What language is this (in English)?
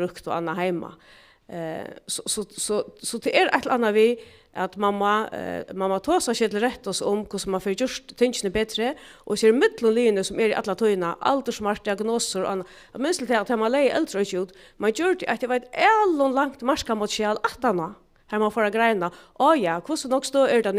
Faroese